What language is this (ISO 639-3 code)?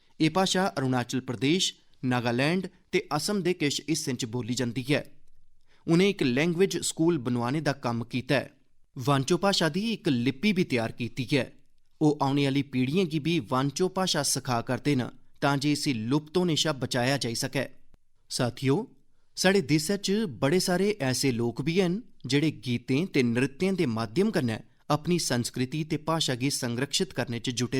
doi